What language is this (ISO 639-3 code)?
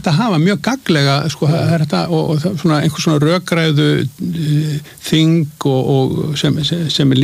isl